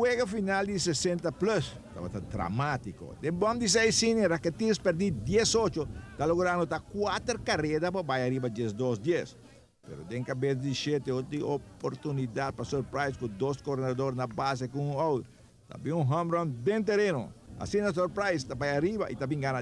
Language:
Papiamento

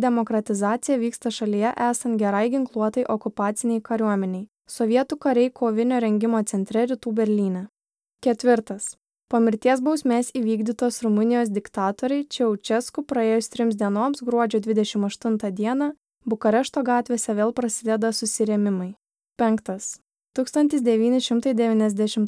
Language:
Lithuanian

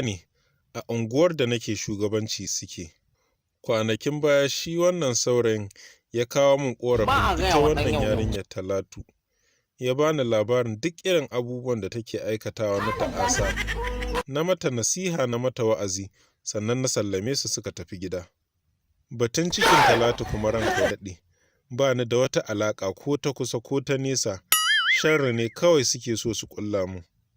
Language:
Hausa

